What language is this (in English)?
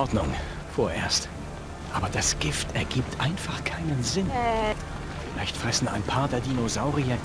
Bavarian